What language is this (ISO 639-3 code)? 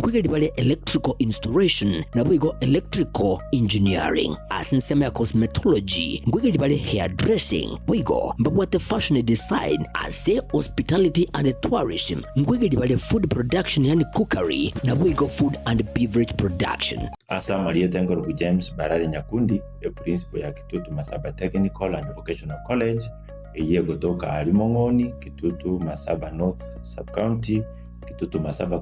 guz